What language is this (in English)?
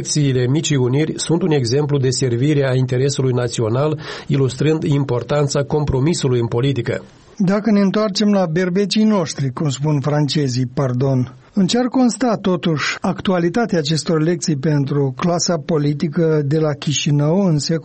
Romanian